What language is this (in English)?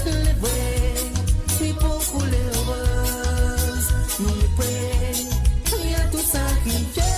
Morisyen